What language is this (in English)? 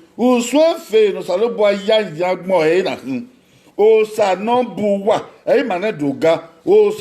Bini